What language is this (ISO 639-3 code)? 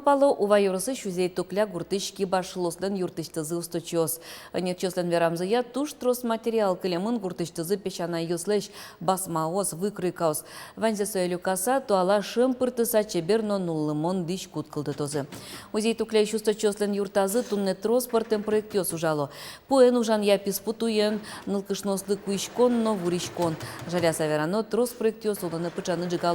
udm